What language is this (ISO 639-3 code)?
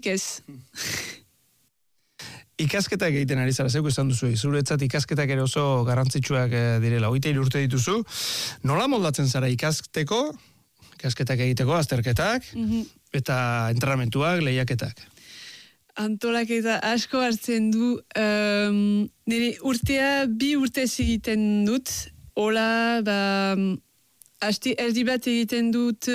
eus